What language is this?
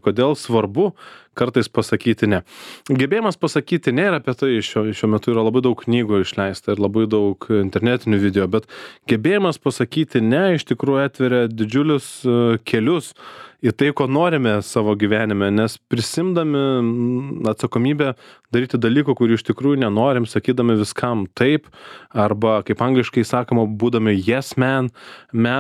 Lithuanian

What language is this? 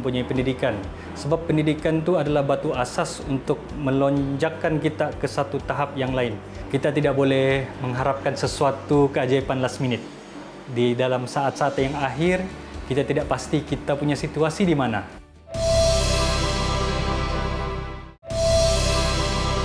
Malay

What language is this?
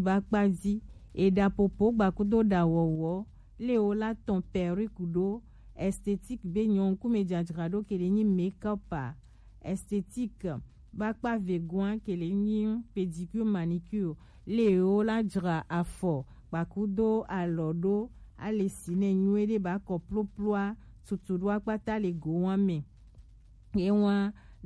Gen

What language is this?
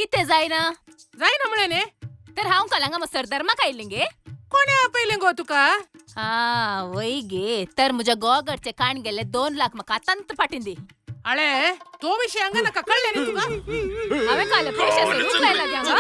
Konkani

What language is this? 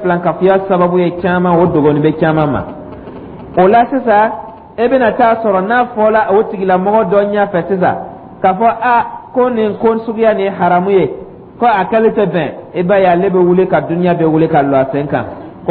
Dyula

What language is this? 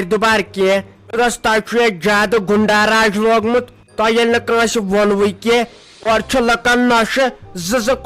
Kashmiri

